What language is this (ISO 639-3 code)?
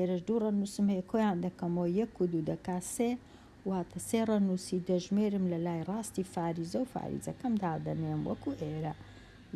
ckb